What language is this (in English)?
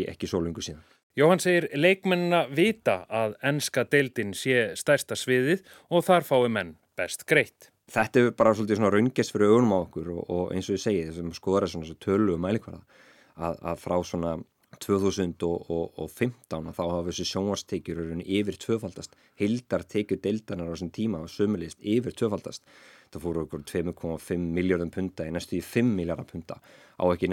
Icelandic